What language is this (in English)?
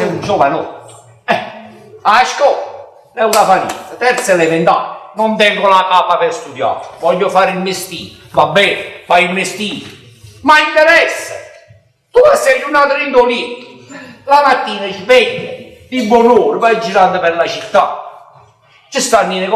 Neapolitan